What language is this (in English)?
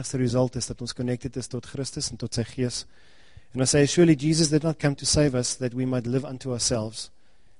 Afrikaans